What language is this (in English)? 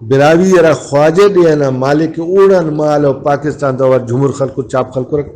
Brahui